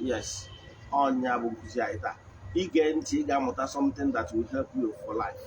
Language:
Igbo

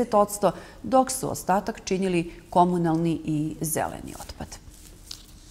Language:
Serbian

